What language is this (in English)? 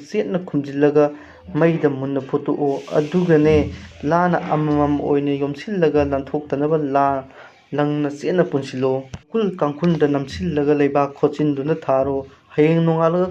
Manipuri